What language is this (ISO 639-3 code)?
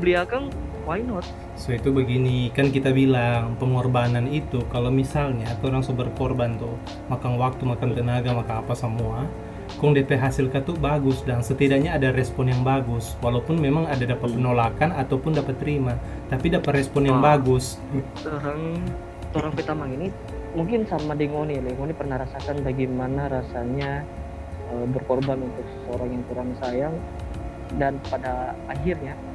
xmm